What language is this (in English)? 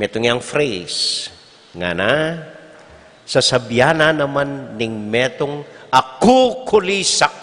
Pampanga